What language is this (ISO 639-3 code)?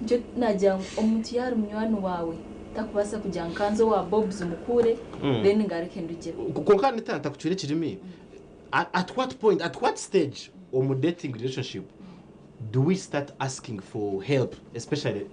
nyn